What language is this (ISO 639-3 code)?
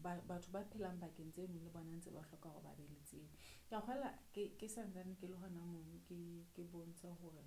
sot